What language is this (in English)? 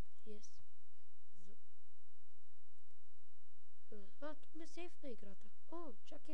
Bulgarian